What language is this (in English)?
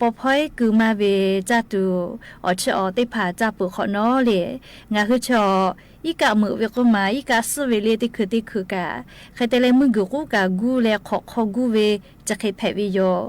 Lahu